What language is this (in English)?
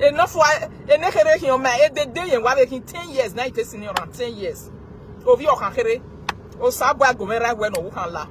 Nigerian Pidgin